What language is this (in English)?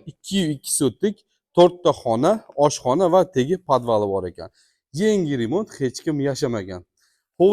Uzbek